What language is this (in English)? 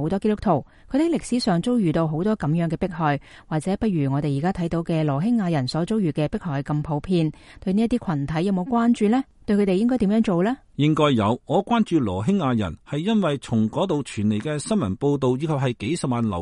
Cantonese